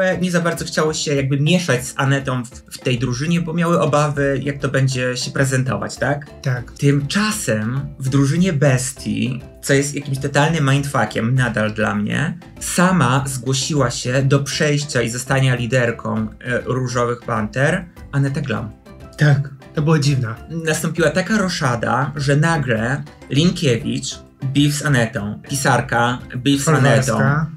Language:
Polish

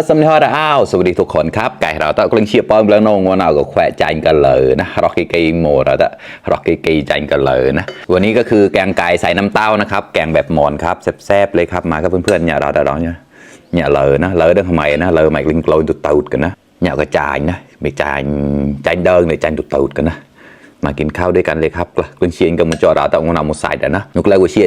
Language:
Mon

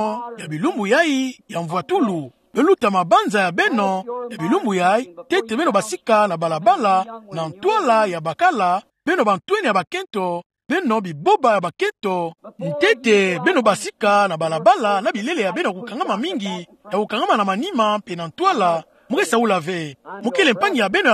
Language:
Kituba (Democratic Republic of Congo)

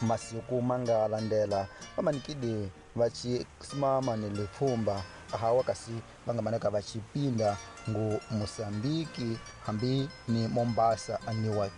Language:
Tsonga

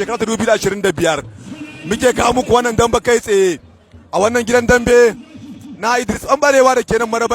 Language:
Hausa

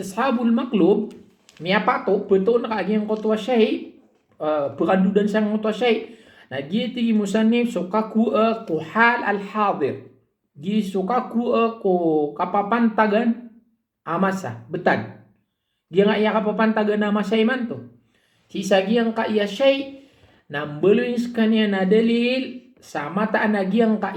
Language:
Maranao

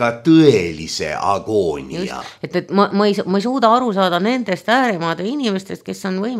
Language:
Estonian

